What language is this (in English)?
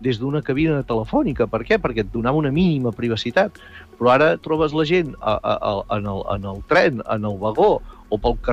Catalan